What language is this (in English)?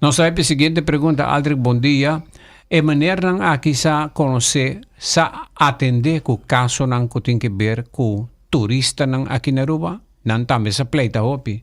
Papiamento